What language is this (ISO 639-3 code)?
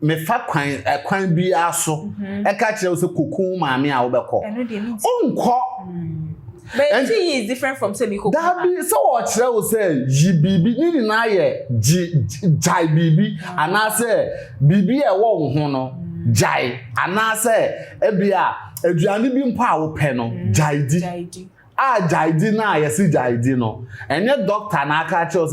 aka